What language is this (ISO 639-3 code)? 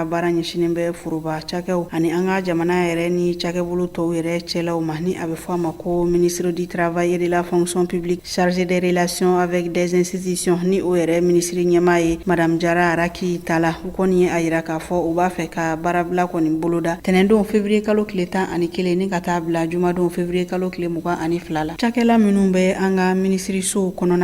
bam